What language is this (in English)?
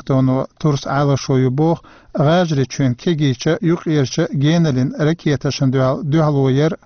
Chechen